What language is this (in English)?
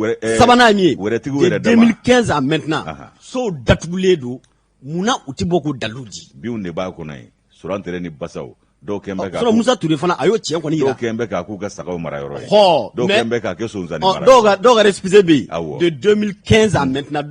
Bambara